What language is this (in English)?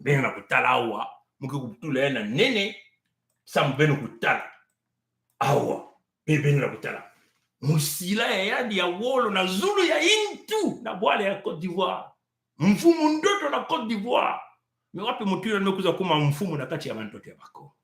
Kituba (Congo)